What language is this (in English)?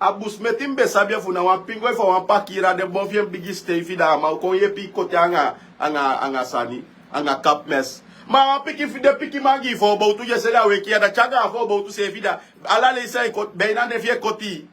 Sranan Tongo